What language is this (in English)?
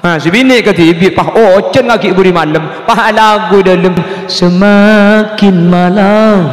Madurese